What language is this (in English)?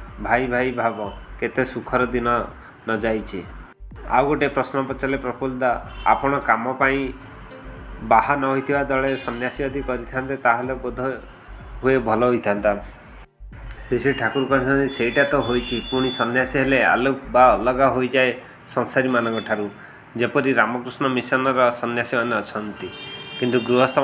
Odia